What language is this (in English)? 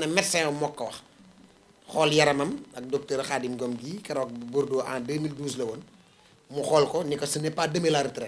Wolof